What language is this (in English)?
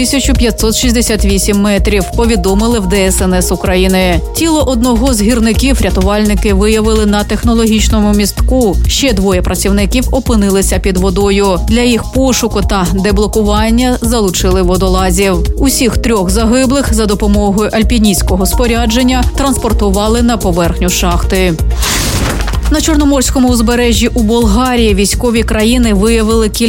Ukrainian